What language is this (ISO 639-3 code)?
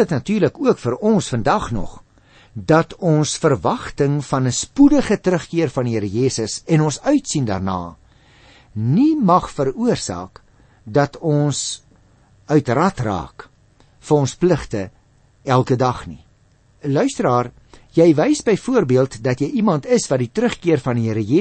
afr